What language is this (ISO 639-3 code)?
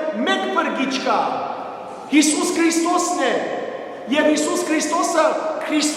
hyw